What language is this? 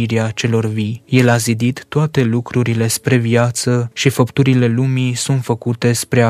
Romanian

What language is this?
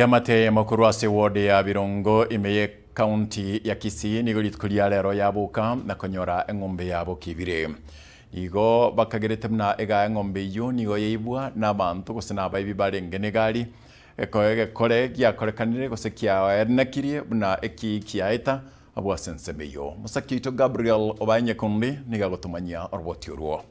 Gusii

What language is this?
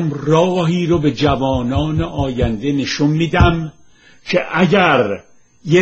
Persian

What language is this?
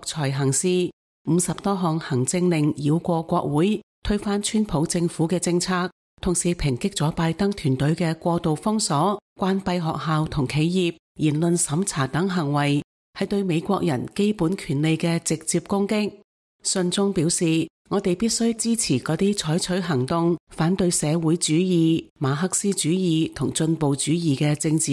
Cantonese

